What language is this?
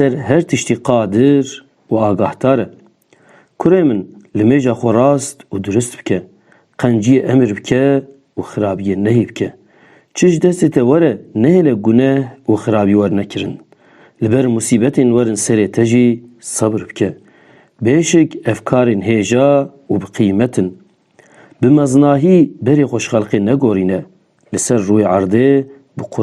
Kurdish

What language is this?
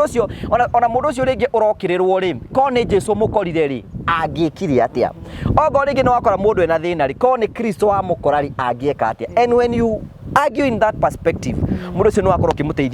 Kikuyu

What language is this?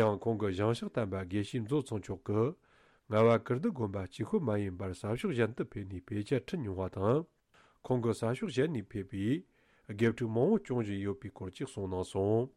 Tibetan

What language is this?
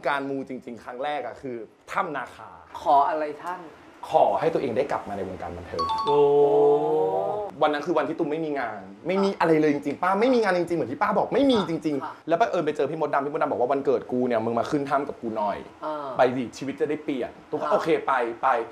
Thai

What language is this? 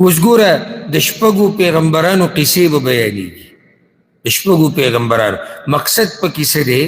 Pashto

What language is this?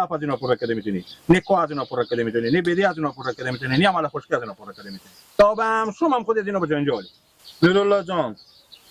Hazaragi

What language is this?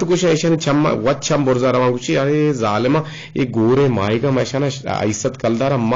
Eastern Balochi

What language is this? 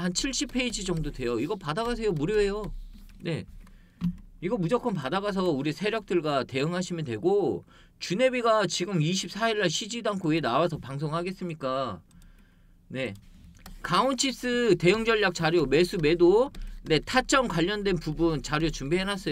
Korean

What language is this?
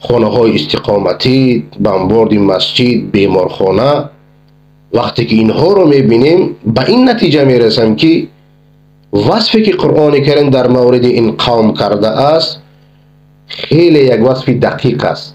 Persian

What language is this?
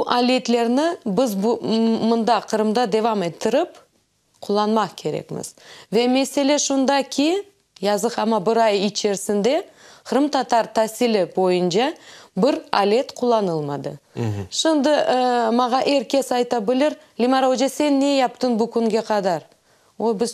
Crimean Tatar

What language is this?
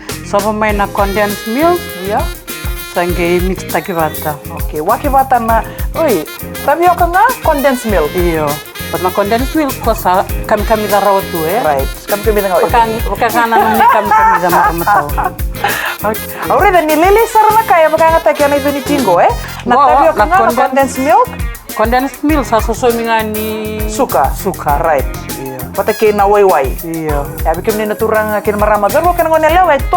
Fijian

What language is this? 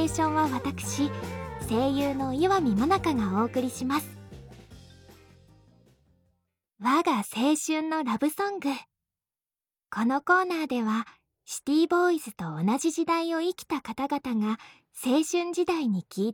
Japanese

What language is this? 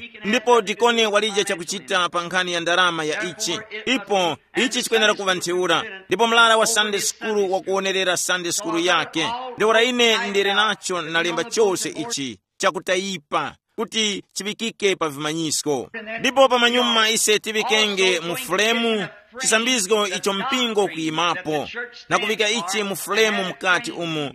Tumbuka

